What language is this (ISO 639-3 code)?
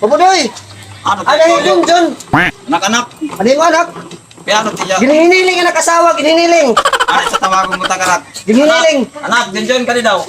war